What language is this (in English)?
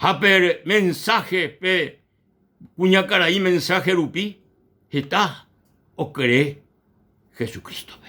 Guarani